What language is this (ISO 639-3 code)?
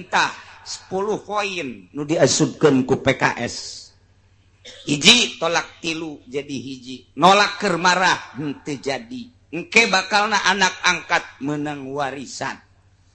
sun